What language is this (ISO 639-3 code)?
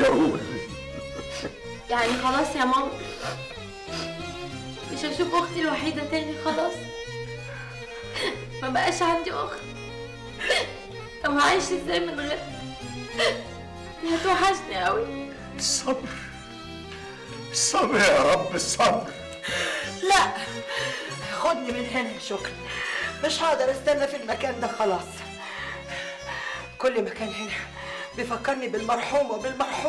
arz